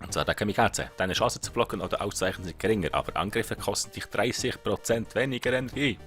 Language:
Swiss German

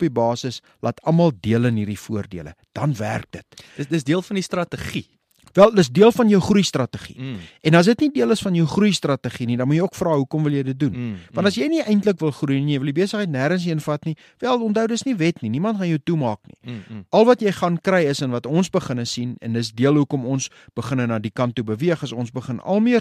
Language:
Afrikaans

